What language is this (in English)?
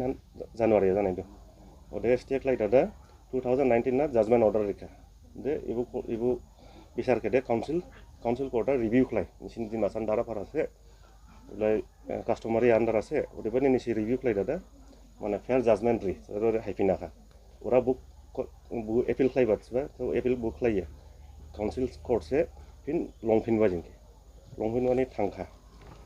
Dimasa